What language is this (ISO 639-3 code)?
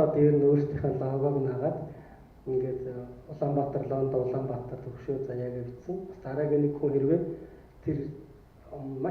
mon